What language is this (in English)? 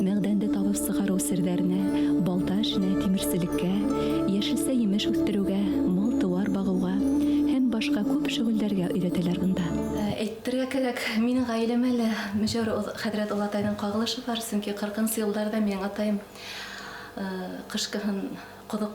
Bashkir